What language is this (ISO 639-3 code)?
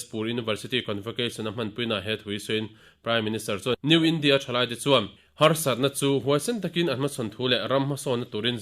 lus